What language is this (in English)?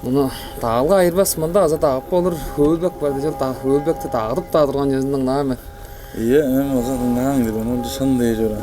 Tuvinian